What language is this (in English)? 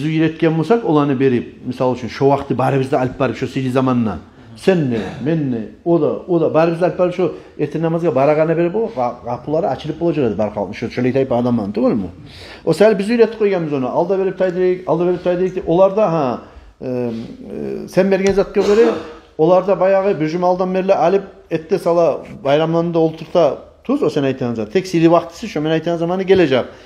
Kumyk